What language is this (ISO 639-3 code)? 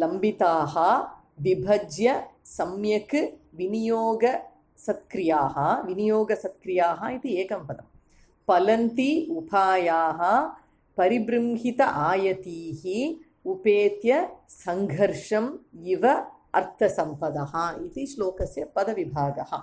san